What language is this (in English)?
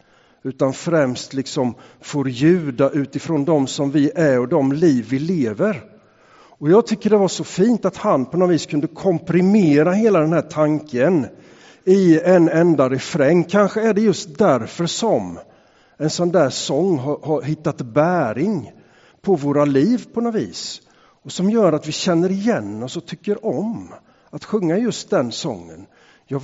Swedish